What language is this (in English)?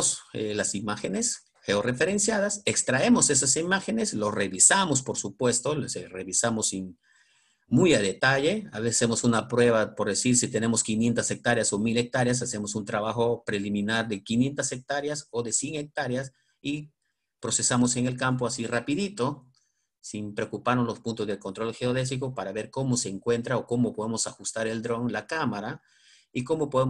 Spanish